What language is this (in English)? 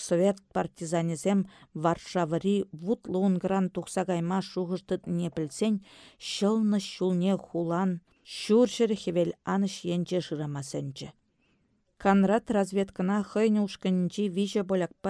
Chuvash